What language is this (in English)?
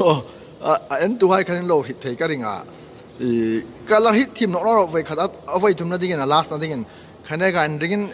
Hmar